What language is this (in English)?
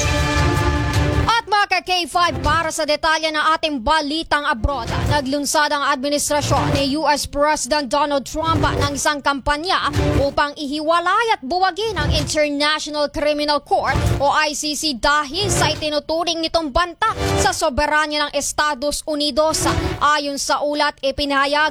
Filipino